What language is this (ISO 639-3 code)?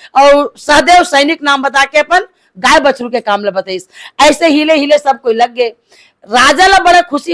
hne